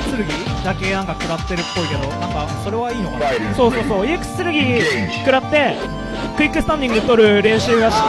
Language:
Japanese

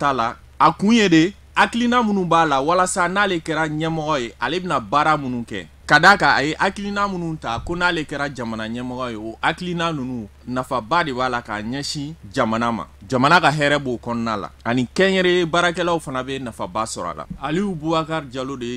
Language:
Bambara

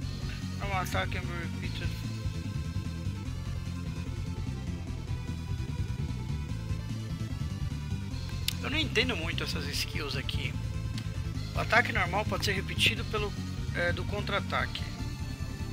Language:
Portuguese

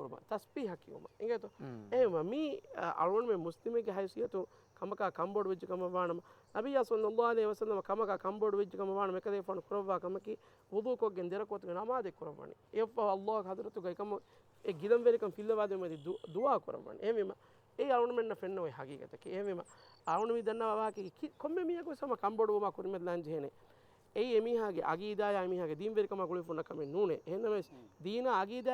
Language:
Divehi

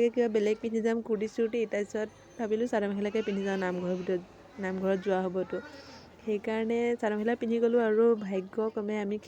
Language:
Assamese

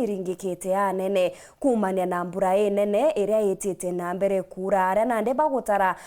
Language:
Meru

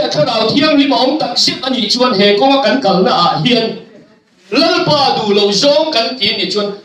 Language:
Mizo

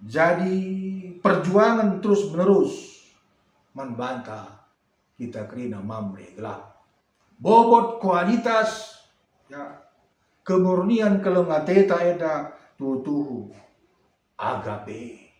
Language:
Batak Karo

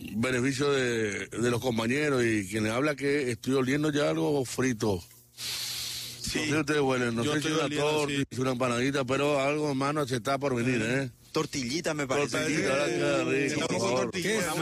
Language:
Spanish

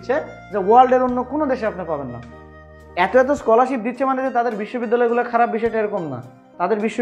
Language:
Bangla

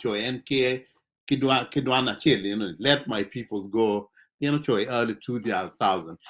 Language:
Acoli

